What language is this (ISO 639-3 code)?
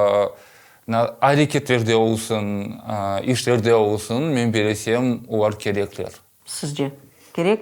crh